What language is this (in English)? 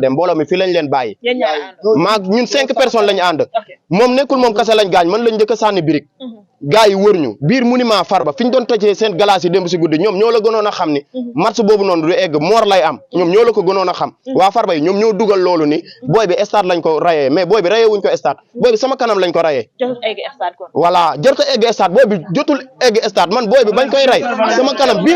Wolof